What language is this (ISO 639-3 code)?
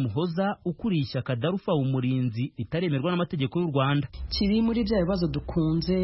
kin